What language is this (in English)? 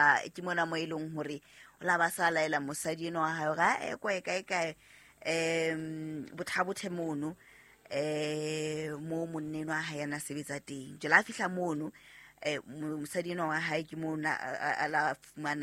Southern Sotho